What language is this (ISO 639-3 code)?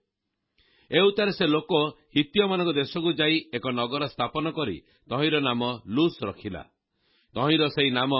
ori